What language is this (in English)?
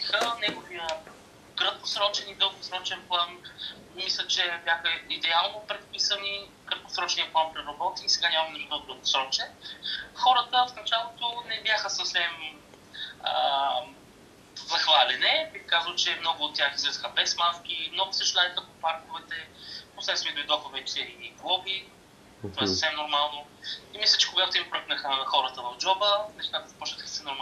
Bulgarian